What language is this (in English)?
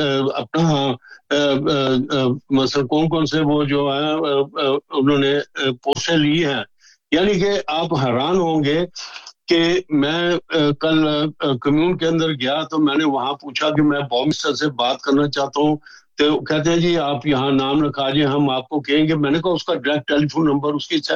Urdu